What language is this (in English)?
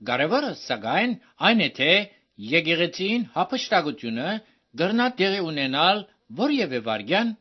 Armenian